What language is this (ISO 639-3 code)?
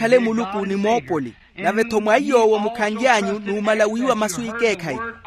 vmw